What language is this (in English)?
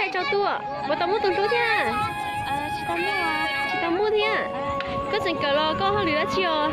Hmong